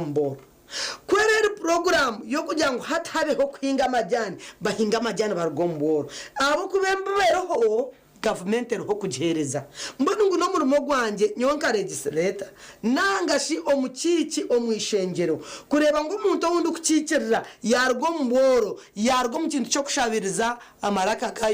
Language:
Nyankole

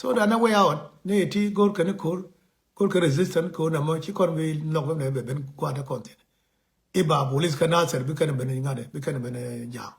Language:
Nuer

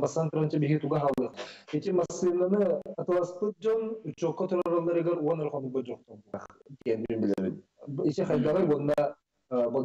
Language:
Yakut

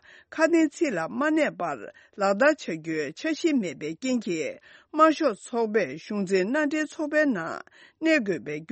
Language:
Tibetan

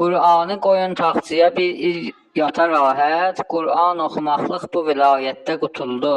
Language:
Azerbaijani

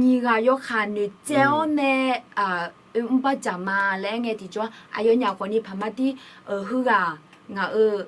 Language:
Akha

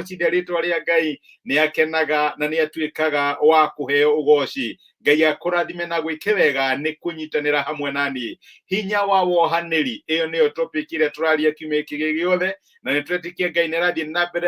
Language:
Kikuyu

